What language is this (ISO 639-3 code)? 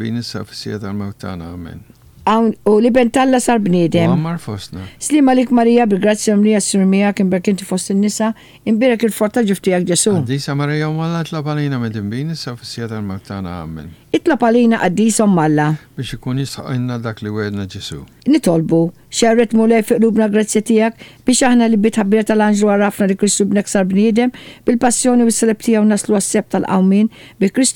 mlt